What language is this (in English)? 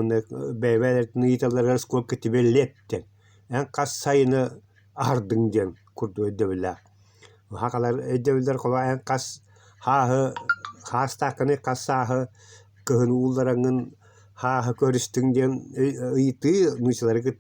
Yakut